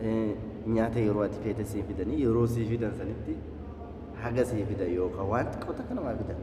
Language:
Oromo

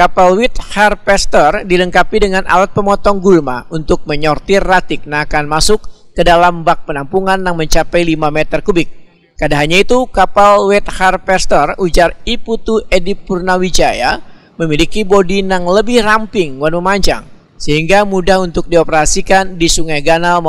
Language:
Banjar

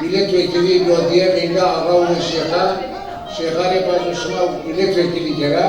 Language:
Zaza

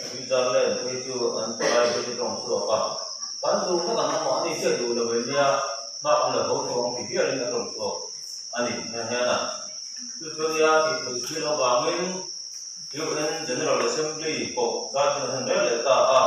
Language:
Mizo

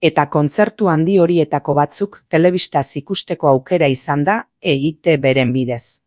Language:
Basque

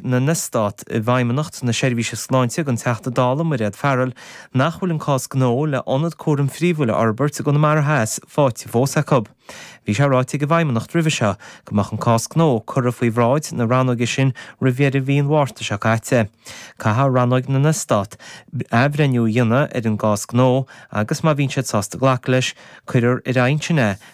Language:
Irish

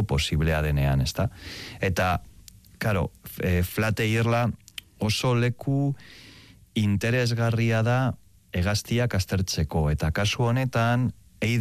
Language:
Basque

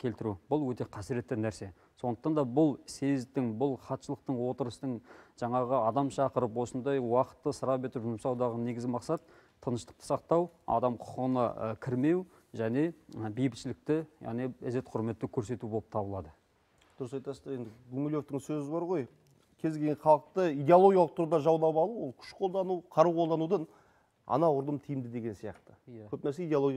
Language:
Kazakh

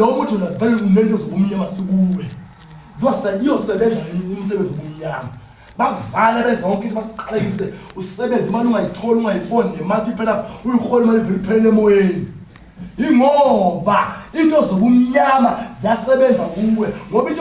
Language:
Zulu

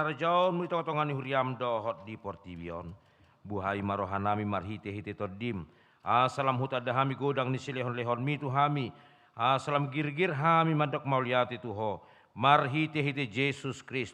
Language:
Batak Toba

